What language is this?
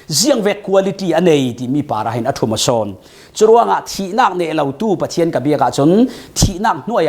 Falam Chin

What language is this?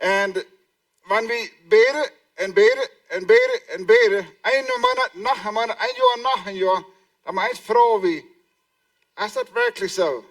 Plautdietsch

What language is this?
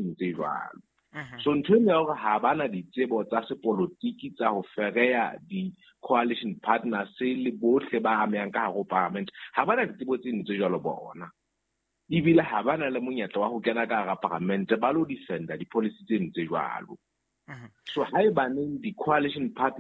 Southern Sotho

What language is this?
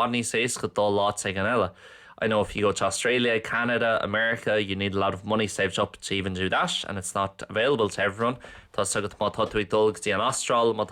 Irish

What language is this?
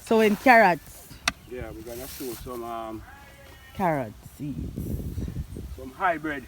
Jamaican Creole English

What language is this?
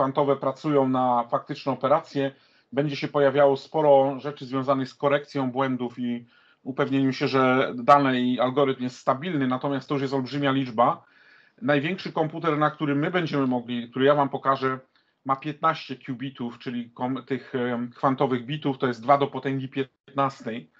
Polish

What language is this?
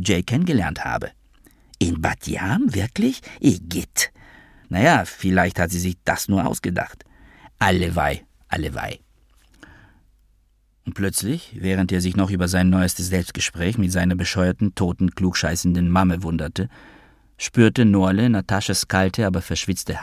German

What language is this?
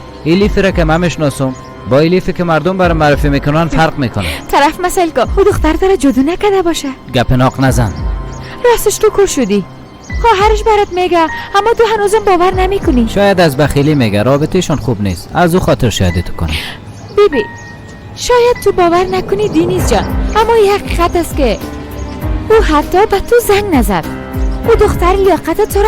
Persian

